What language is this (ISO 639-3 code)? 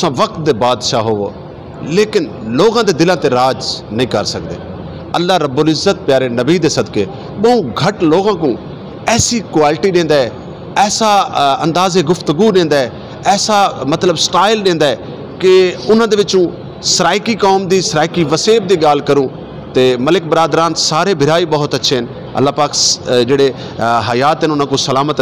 skr